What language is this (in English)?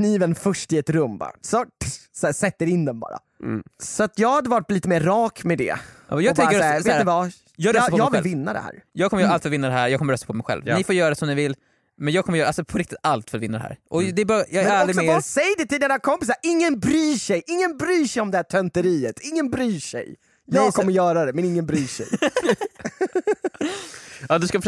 Swedish